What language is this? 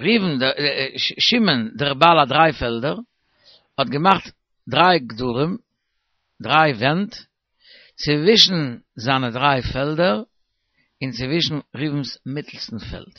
Yiddish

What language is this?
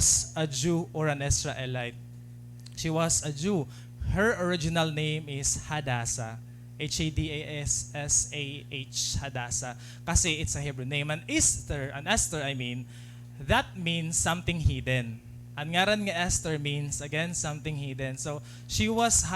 Waray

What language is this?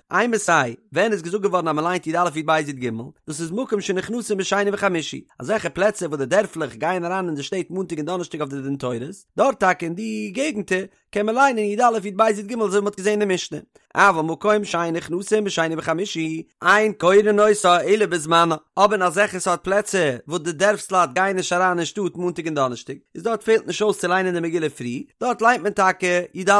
Yiddish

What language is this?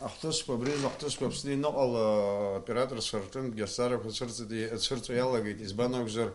Abkhazian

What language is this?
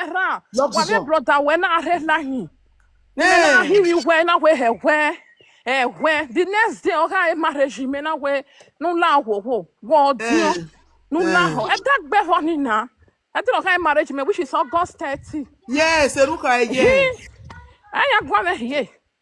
Nigerian Pidgin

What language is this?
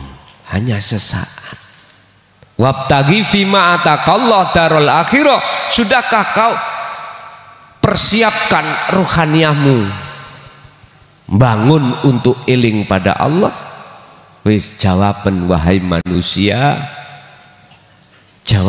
Indonesian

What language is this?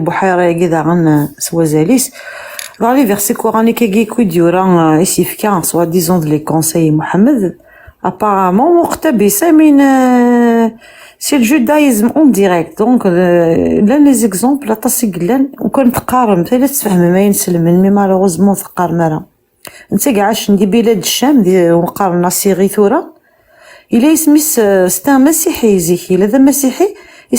Kabyle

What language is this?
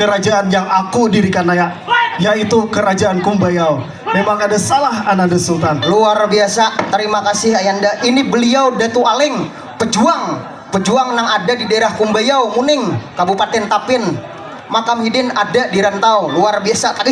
Banjar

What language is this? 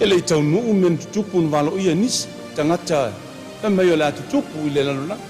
Samoan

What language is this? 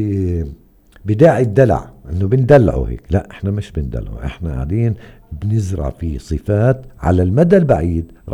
North Levantine Arabic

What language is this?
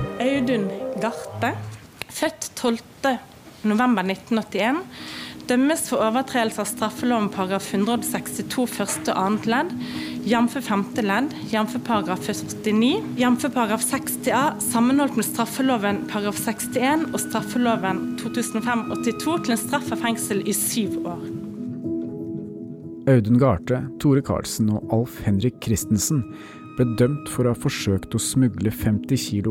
Norwegian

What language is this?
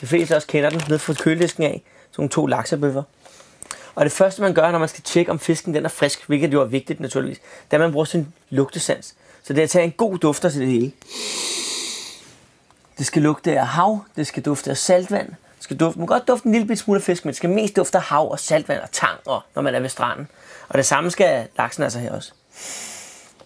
Danish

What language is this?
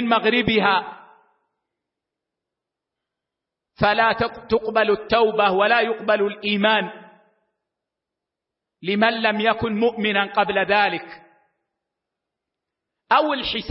Arabic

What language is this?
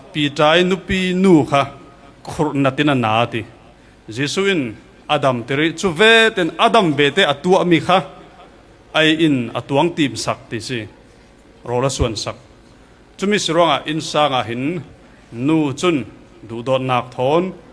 Falam Chin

